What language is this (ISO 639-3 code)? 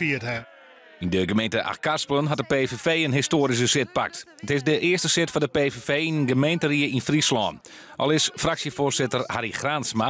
fry